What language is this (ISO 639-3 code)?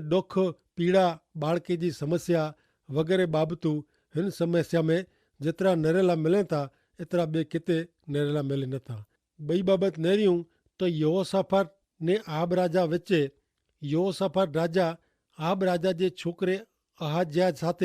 kfr